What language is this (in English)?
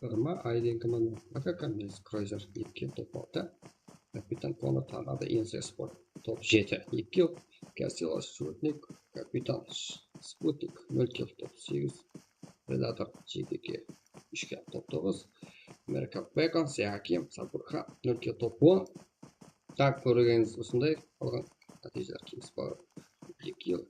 Kara-Kalpak